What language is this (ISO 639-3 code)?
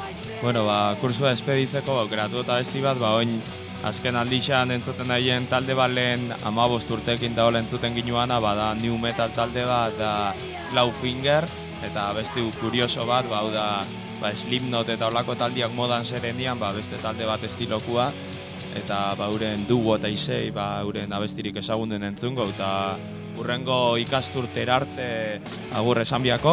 eus